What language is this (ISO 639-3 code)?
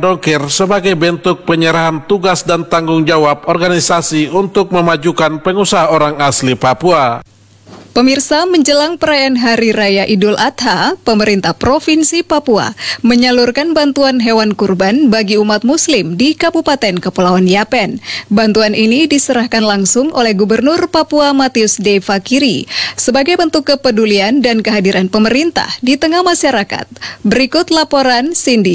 ind